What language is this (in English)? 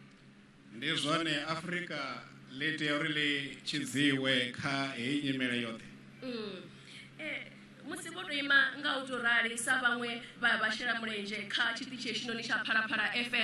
Venda